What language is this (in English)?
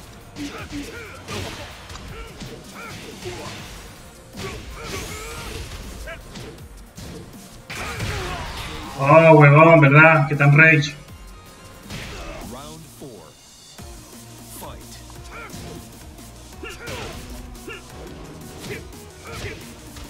Spanish